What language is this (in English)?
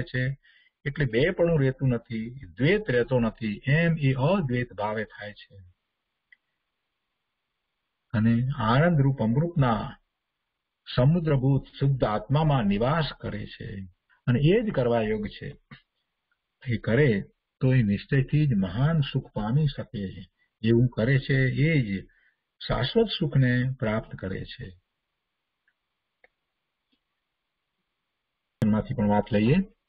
Gujarati